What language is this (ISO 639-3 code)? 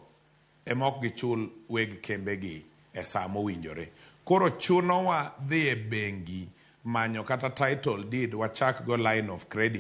luo